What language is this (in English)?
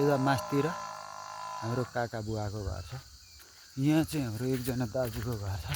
Nepali